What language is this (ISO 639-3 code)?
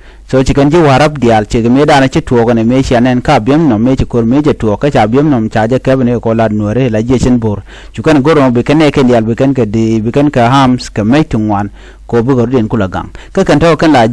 nus